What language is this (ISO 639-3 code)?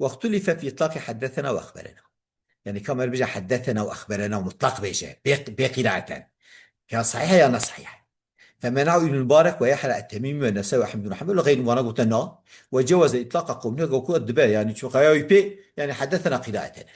kur